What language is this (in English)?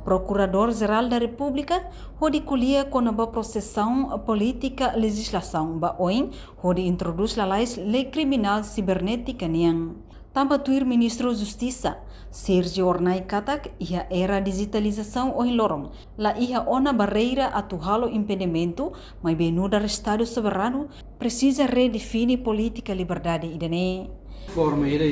Tetum